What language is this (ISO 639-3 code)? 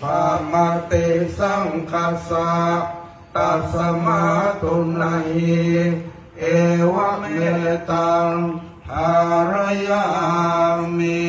pli